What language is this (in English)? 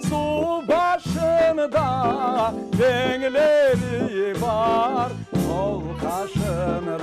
Crimean Tatar